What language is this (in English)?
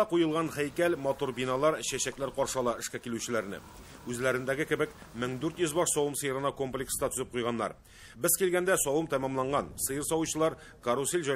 Tatar